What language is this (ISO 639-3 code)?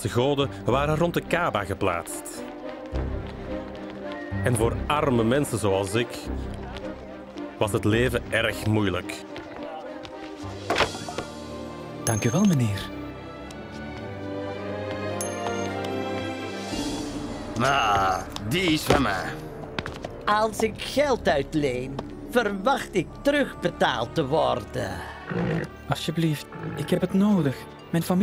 nld